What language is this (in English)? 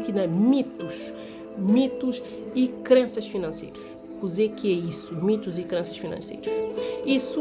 Kabuverdianu